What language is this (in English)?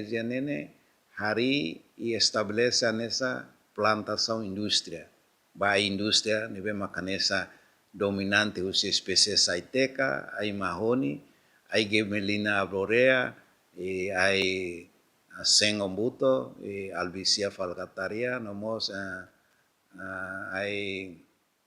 Tetum